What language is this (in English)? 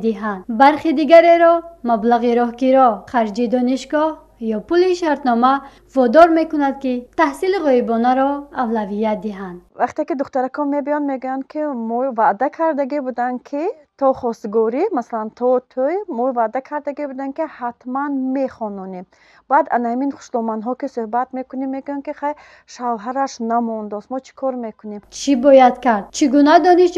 Tajik